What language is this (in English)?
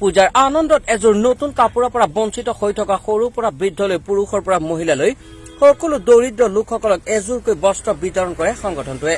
Assamese